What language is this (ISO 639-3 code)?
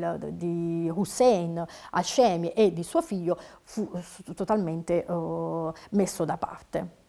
ita